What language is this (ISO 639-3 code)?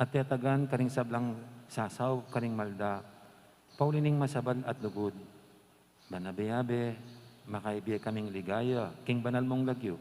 pam